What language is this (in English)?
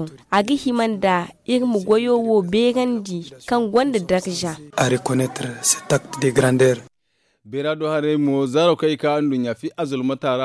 Zarma